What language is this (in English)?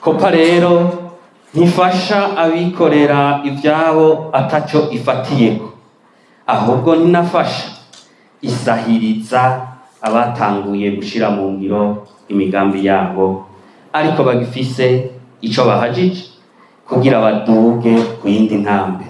Rundi